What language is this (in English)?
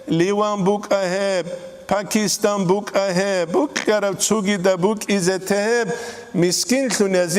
Avaric